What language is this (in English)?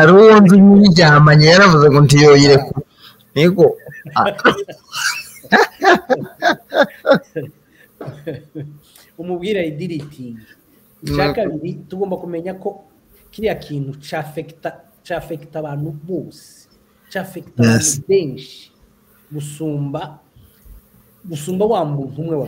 Kinyarwanda